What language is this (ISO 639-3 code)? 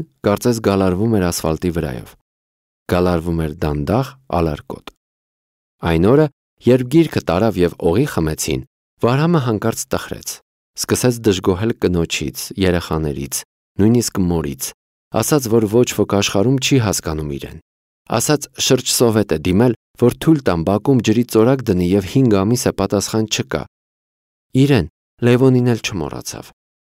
hye